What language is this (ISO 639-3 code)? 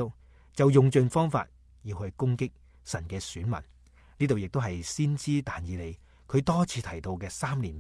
yue